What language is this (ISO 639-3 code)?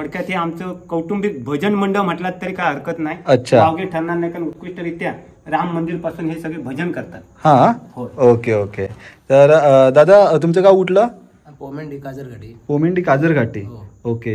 mar